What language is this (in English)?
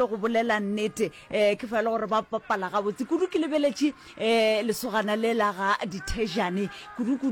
Northern Sotho